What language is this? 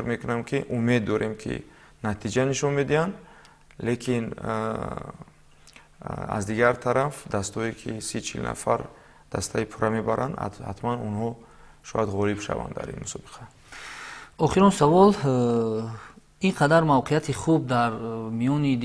Tajik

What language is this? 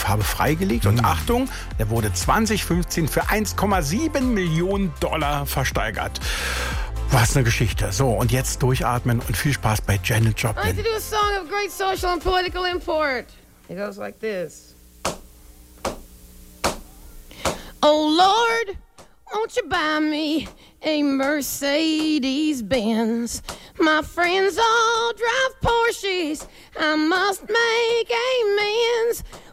German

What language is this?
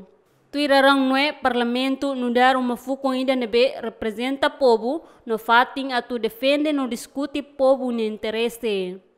Tetum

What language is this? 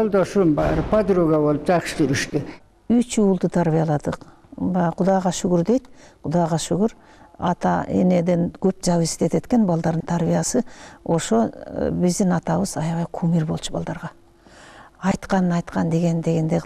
Kyrgyz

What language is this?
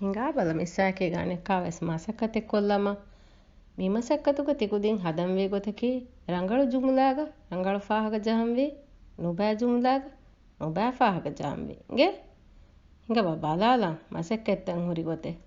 Divehi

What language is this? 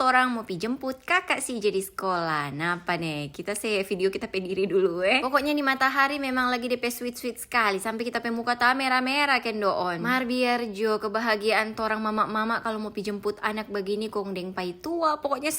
Manado Malay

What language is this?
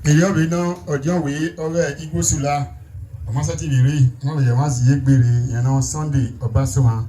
Bini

